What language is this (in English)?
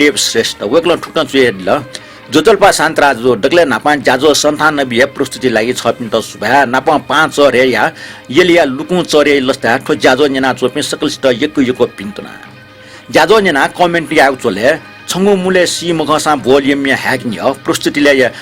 Newari